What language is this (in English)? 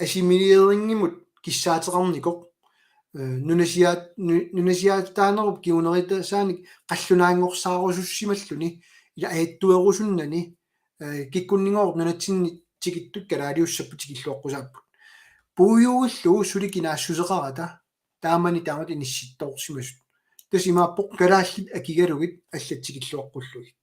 Kalaallisut